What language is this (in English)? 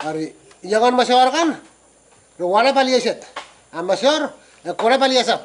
Pohnpeian